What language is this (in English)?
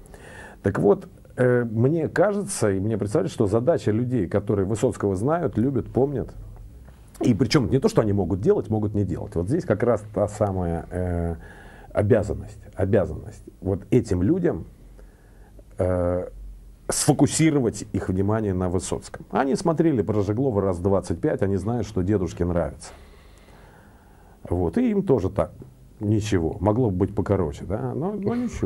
Russian